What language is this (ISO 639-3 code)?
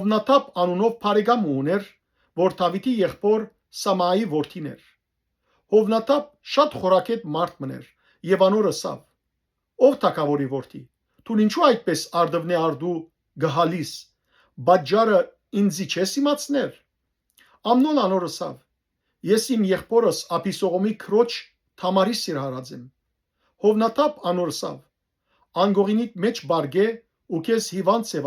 hyw